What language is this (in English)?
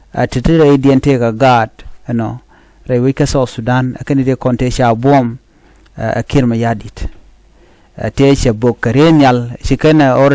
Nuer